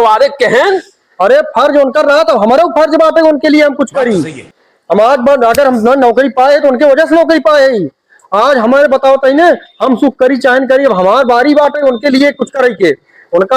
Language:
Awadhi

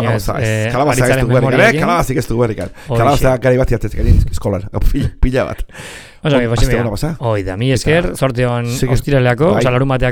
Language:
Basque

